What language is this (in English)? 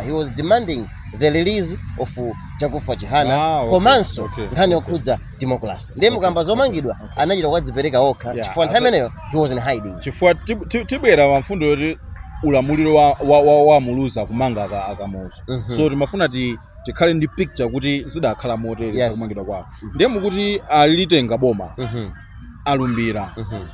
Nyanja